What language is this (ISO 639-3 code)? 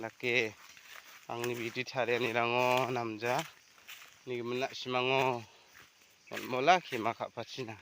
grt